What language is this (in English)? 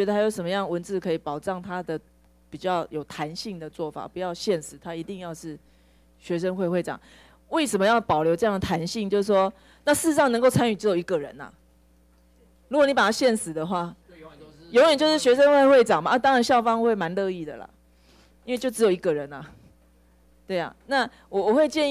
Chinese